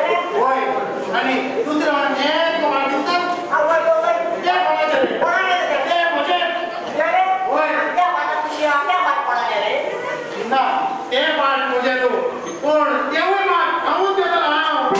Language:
Konkani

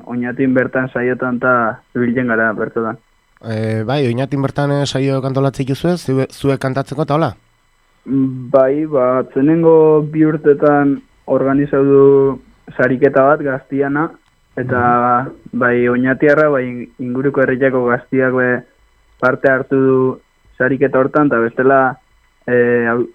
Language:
Basque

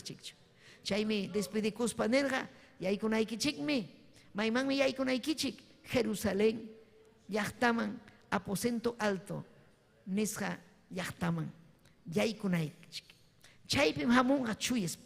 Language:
Ayacucho Quechua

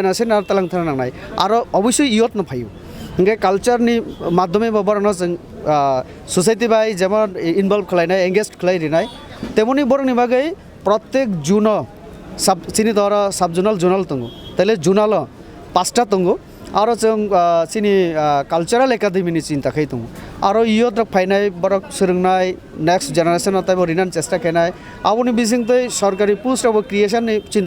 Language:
Kok Borok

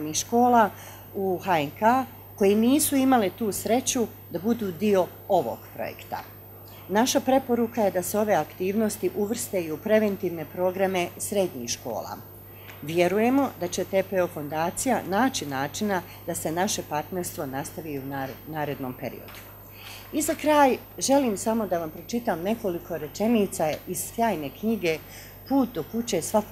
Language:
Bosnian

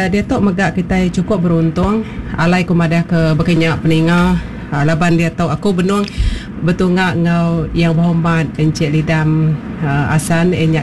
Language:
Iban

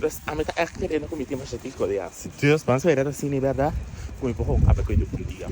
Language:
Papiamento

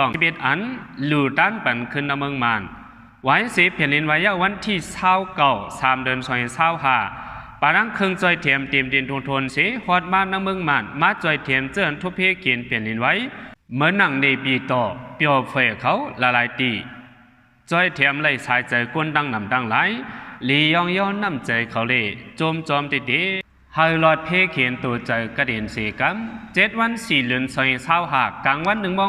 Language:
Shan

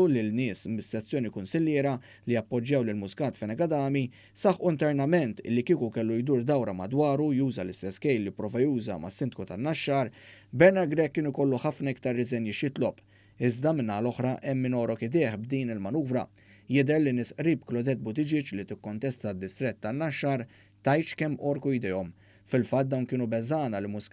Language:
Maltese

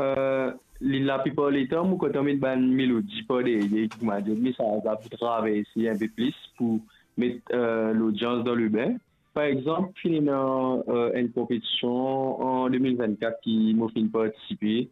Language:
Morisyen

